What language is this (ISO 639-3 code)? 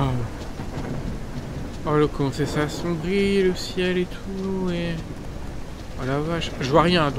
fra